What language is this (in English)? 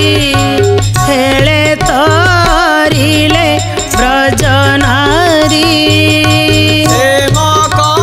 Odia